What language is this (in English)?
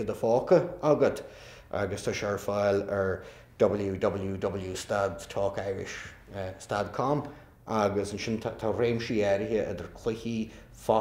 Irish